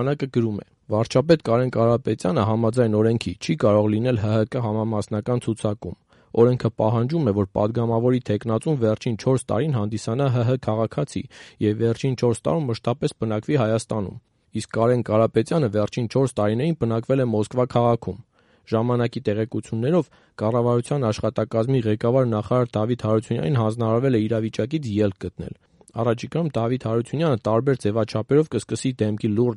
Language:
Armenian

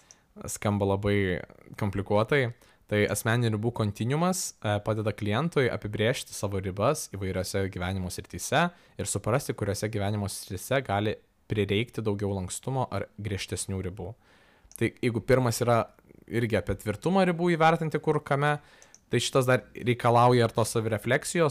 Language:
Lithuanian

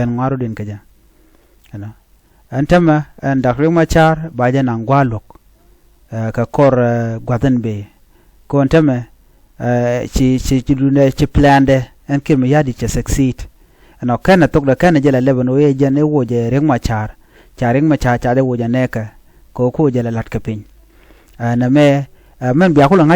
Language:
Nuer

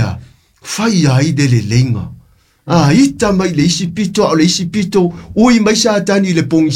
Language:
Samoan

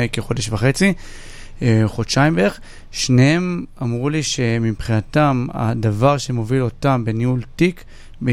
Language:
Hebrew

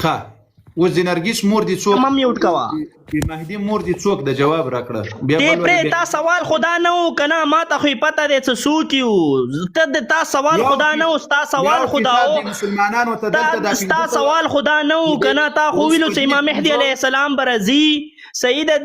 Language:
Pashto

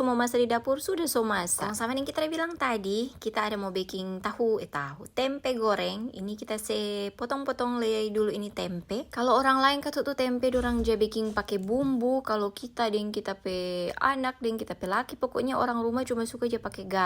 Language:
Manado Malay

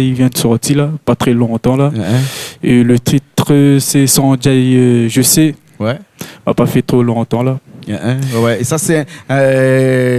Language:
Réunion Creole French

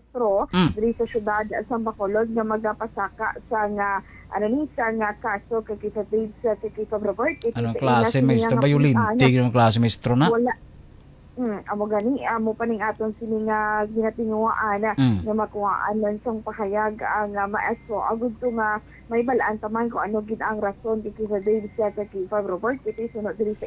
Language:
Hiligaynon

